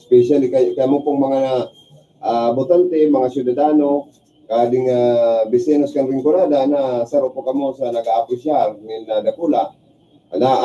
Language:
Bikol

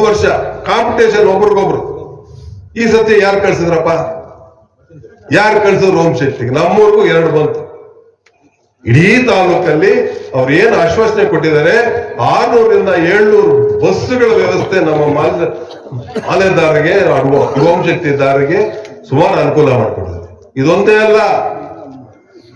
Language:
Kannada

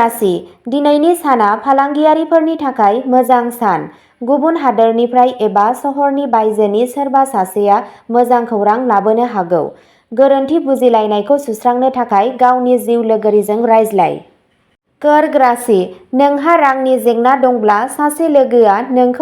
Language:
Bodo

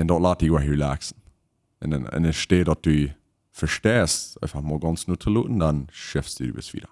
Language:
Plautdietsch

